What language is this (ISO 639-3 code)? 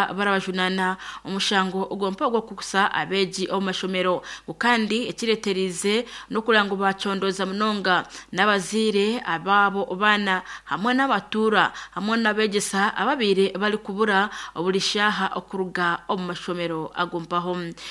nyn